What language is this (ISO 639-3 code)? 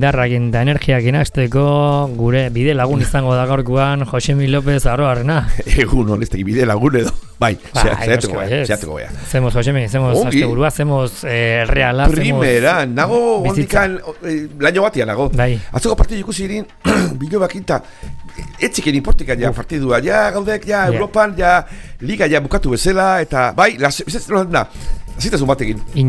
eus